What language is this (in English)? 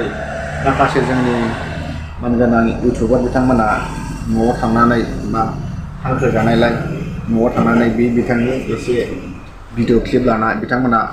Bodo